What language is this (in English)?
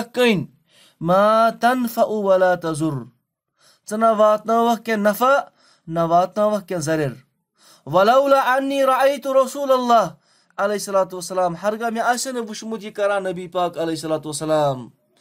Kashmiri